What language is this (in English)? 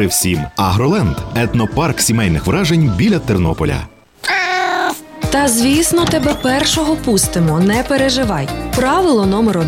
Ukrainian